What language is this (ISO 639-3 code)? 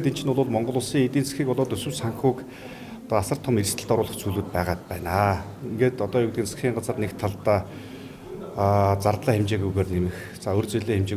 mon